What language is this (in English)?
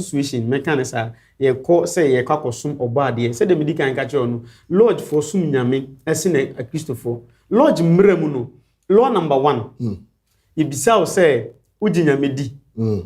Akan